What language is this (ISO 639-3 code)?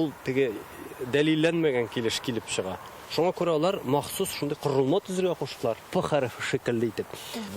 tat